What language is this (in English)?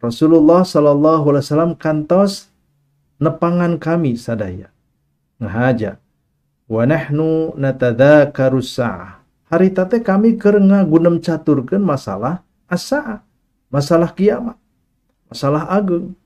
Sundanese